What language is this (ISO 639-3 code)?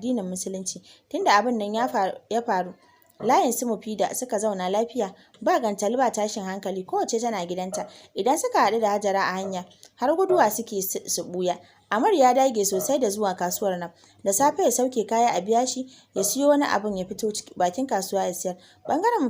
hau